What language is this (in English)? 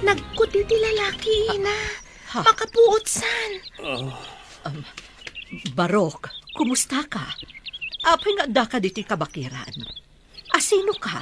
Iloko